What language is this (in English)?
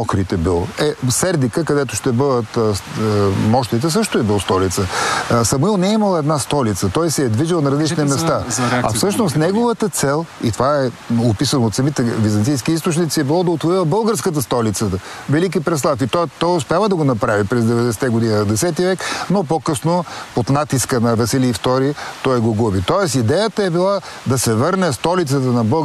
Bulgarian